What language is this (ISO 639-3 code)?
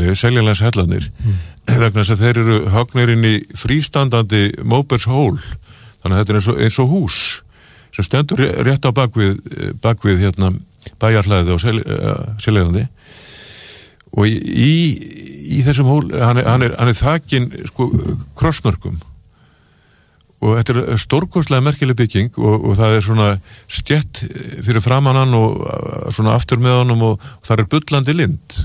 isl